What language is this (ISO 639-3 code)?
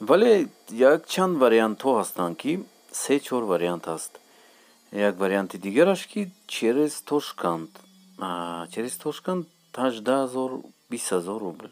tgk